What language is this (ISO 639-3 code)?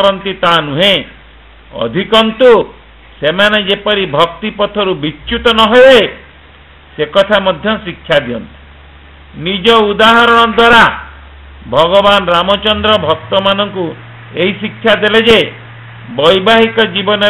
ori